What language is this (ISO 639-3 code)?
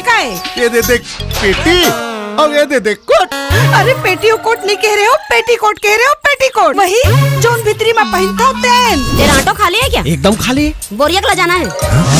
hne